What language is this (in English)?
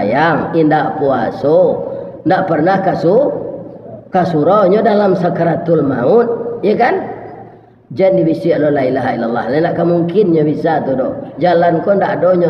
Minangkabau